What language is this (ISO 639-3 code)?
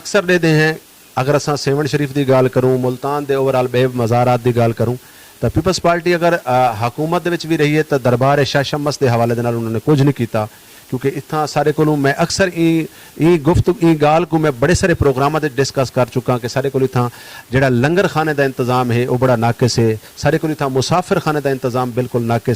skr